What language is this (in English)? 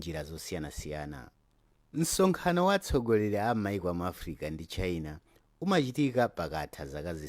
Nyanja